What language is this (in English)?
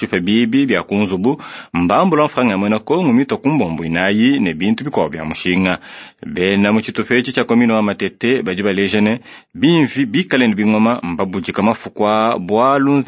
Luba-Lulua